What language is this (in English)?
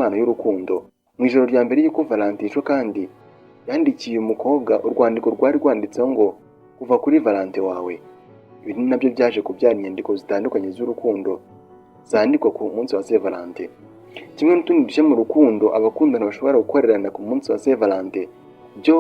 Kinyarwanda